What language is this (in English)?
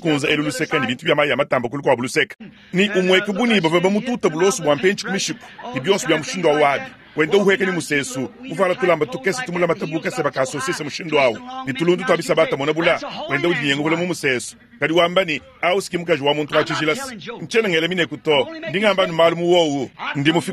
Luba-Lulua